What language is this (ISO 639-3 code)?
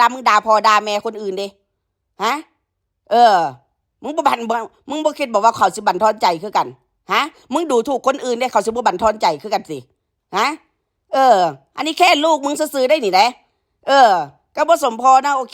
tts